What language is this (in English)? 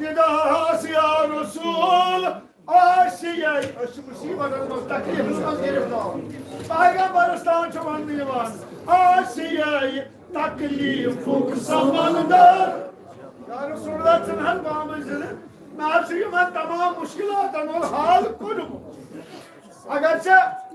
Kashmiri